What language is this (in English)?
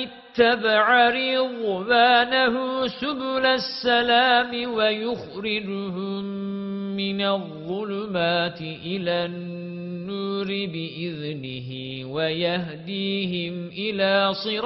Arabic